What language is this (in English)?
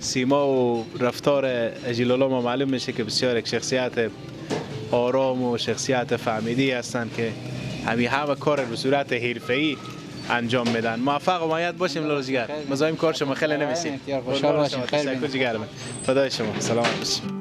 Persian